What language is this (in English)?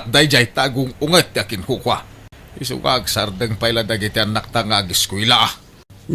Iloko